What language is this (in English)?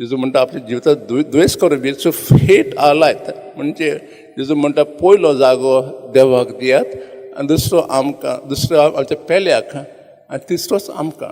Konkani